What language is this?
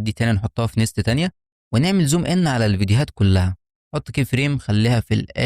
Egyptian Arabic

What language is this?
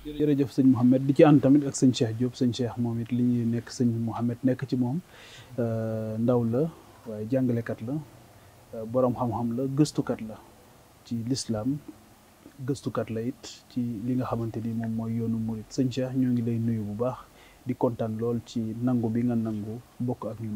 Wolof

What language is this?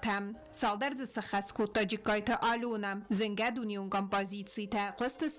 Ossetic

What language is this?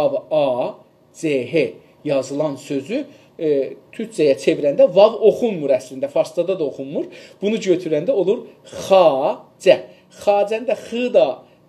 South Azerbaijani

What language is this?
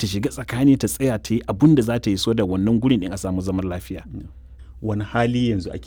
Hausa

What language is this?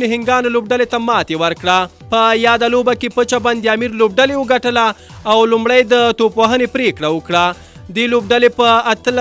Pashto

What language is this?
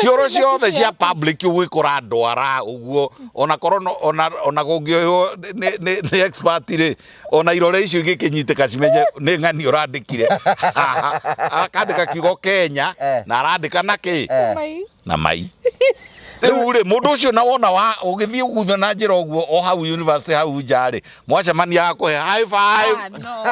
Kikuyu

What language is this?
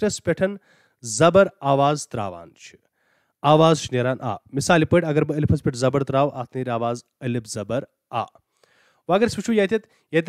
Kashmiri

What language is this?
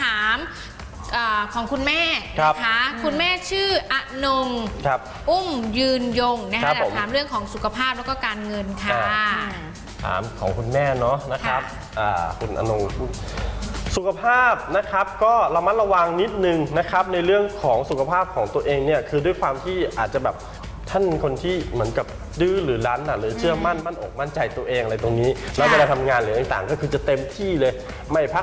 Thai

